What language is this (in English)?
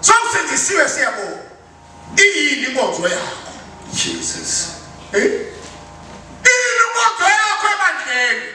Zulu